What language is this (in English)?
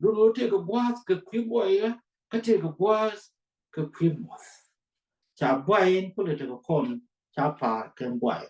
Nuer